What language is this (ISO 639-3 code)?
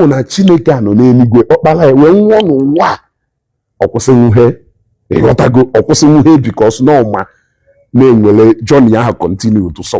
ibo